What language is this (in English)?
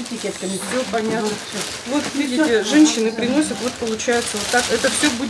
Russian